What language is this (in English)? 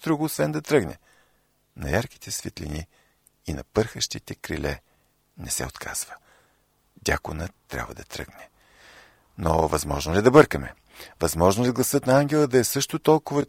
Bulgarian